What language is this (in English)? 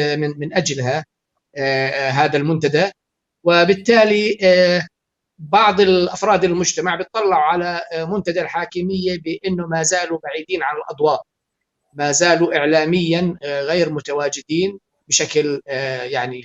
North Levantine Arabic